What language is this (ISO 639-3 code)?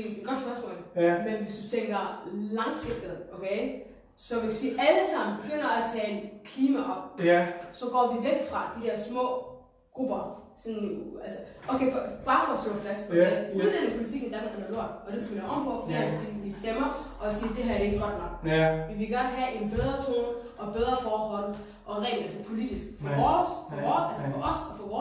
dan